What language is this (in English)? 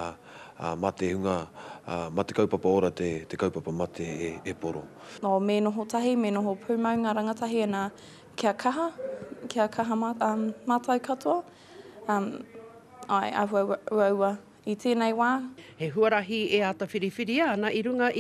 Māori